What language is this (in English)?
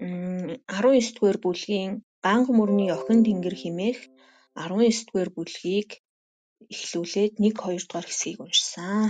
Mongolian